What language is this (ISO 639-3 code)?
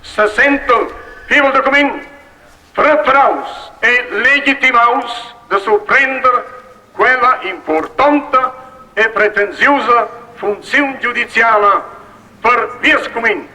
roh